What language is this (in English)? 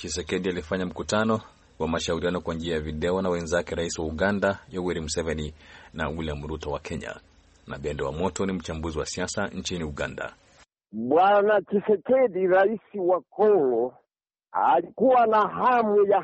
Swahili